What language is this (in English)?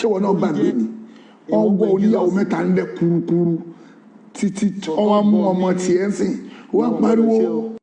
Yoruba